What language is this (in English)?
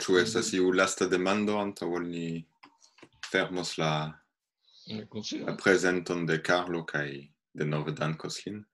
Esperanto